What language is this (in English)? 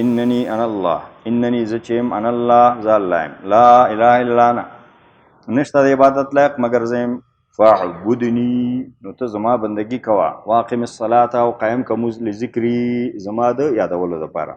Pashto